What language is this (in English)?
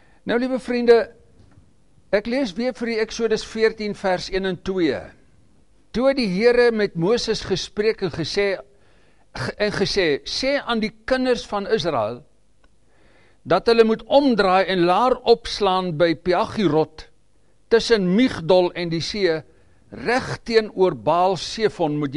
Afrikaans